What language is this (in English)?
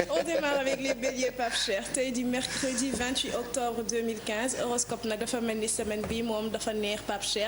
Wolof